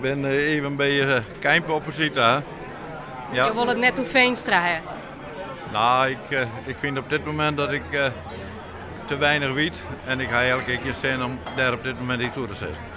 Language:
Western Frisian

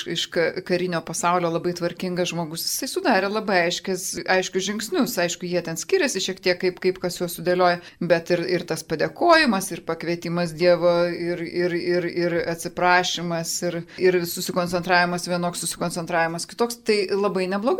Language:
Lithuanian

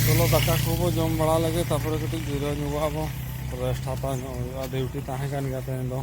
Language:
Santali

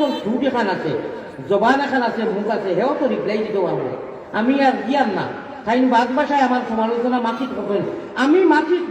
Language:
Sylheti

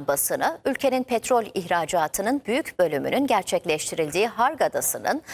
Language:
Turkish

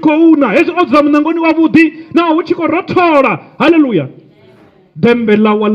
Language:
Venda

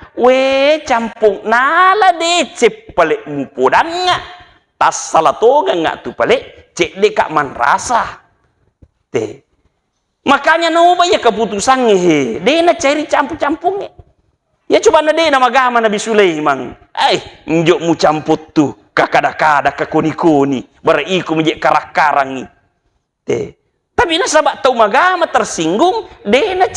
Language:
Buginese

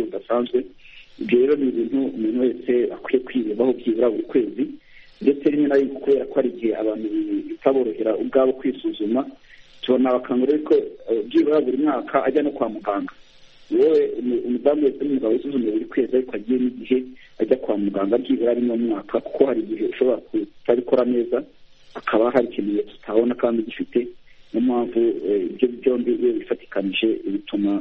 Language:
Kinyarwanda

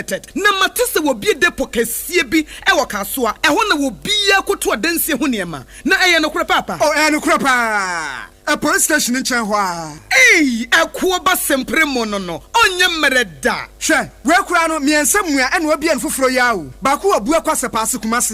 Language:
Akan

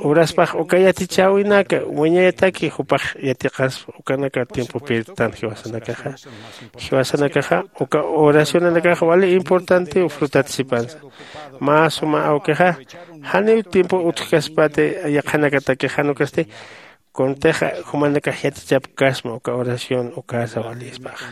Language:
Aymara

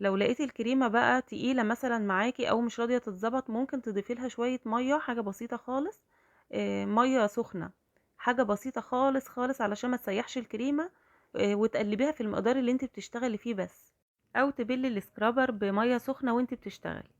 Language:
Egyptian Arabic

